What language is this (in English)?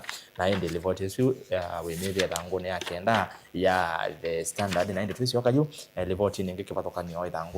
Kamba